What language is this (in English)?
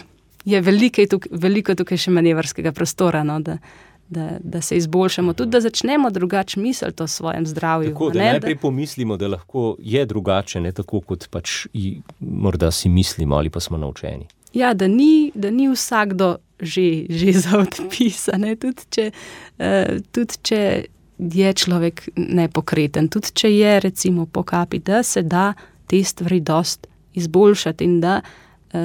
Slovenian